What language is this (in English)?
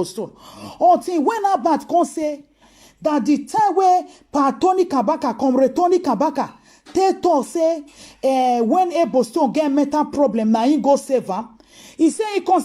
Nigerian Pidgin